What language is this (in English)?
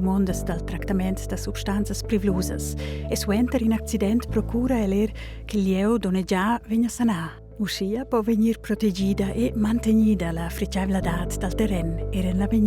Romansh